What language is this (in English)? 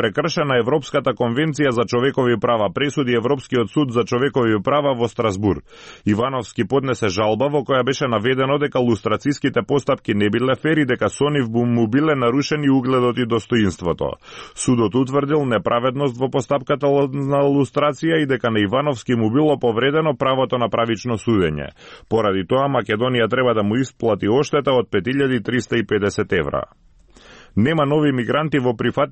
Macedonian